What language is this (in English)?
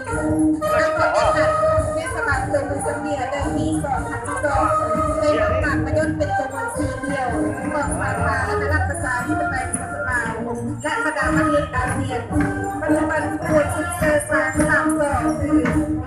Lao